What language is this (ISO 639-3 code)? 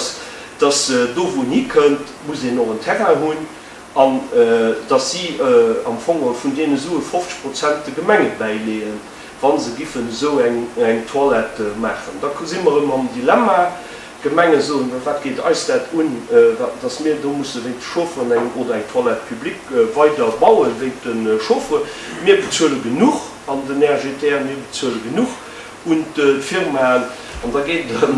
ltz